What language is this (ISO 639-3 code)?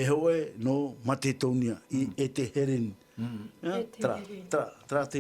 tah